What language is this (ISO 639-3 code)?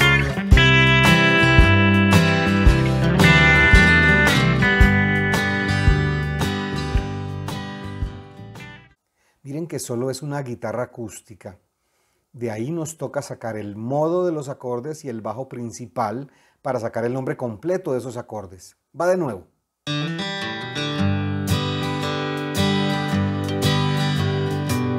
spa